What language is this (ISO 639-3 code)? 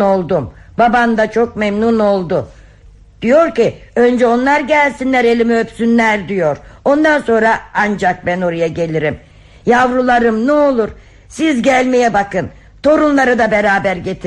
tur